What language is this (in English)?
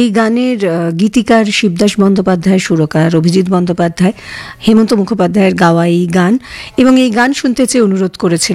Bangla